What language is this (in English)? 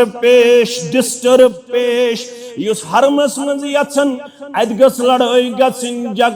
Kashmiri